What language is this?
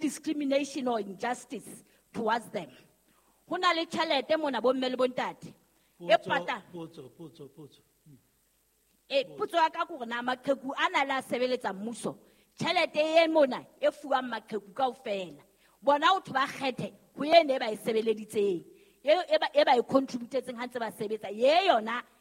Southern Sotho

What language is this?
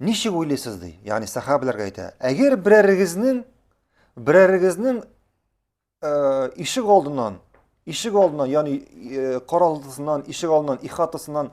Tatar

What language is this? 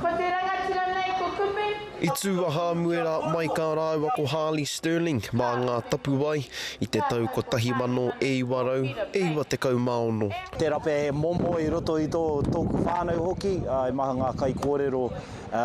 Māori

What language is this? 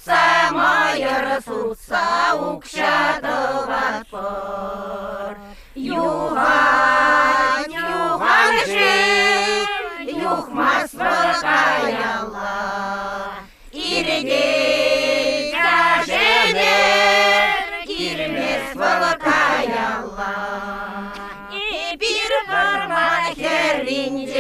Chuvash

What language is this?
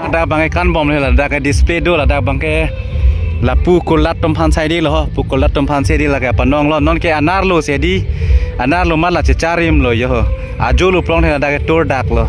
Karbi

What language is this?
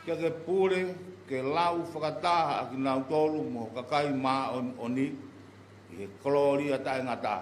Tongan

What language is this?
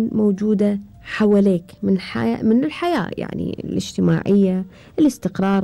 Gulf Arabic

